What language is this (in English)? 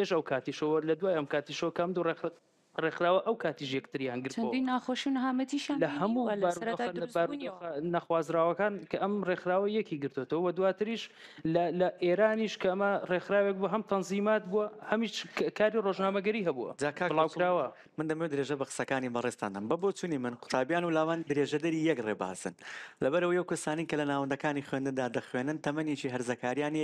Central Kurdish